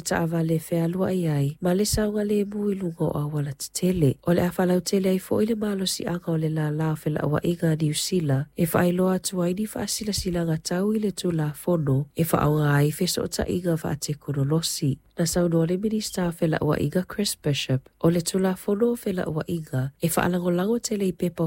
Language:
Samoan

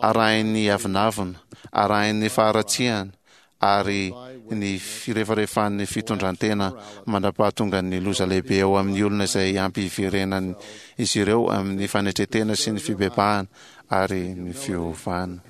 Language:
Malagasy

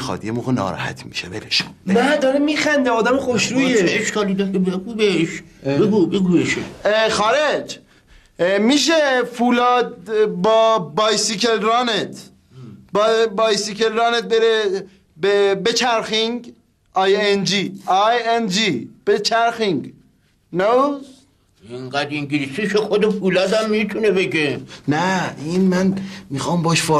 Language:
Persian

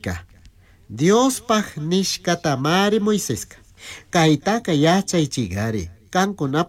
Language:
Chimborazo Highland Quichua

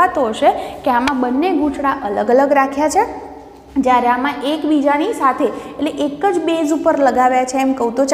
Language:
Gujarati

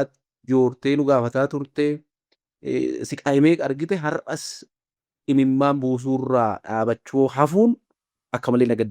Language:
Oromo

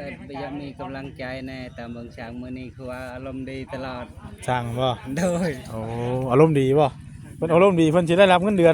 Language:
Northeastern Thai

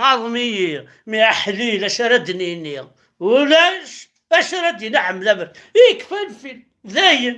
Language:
Kabyle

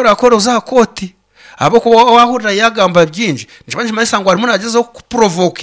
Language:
Nyankole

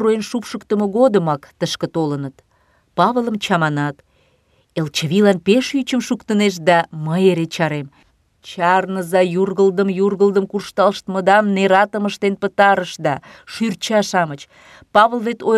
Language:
Mari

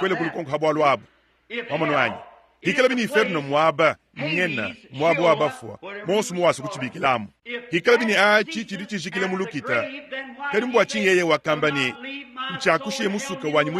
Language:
Luba-Lulua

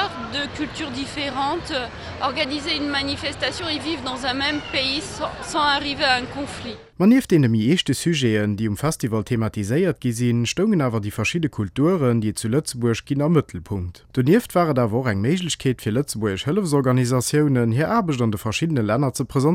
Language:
Luxembourgish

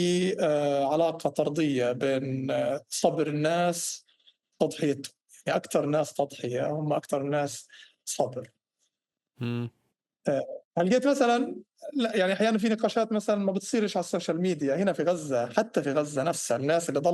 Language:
North Levantine Arabic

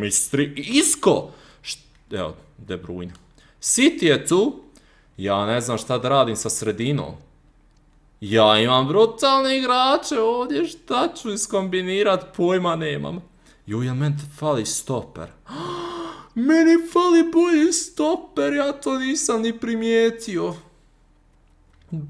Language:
Croatian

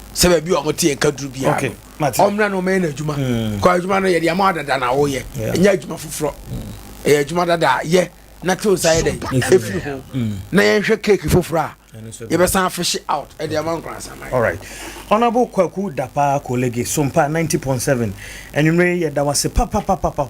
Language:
Akan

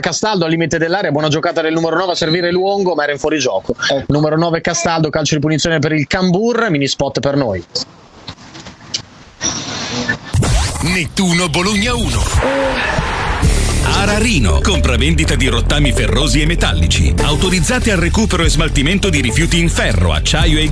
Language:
Italian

